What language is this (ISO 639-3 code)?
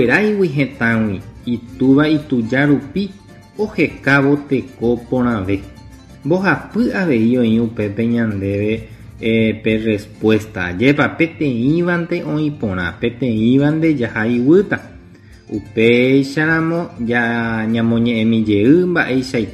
grn